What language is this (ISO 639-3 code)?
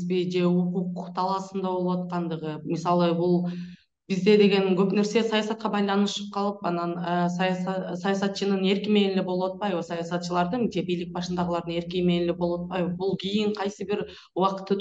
kir